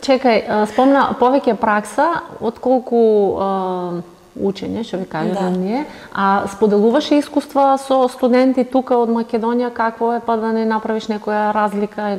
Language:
Macedonian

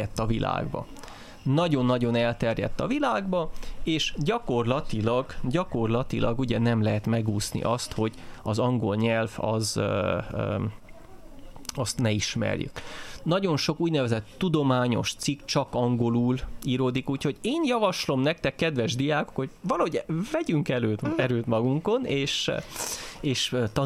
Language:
Hungarian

